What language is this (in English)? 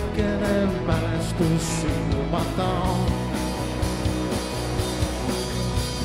Estonian